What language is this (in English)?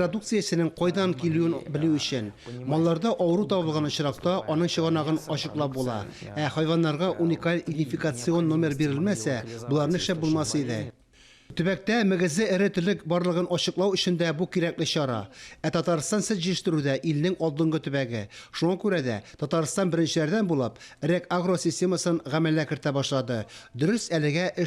Tatar